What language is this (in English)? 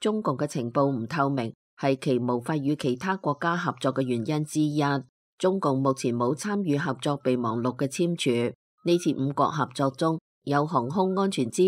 Cantonese